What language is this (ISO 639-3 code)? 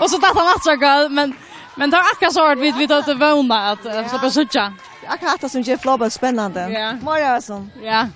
fao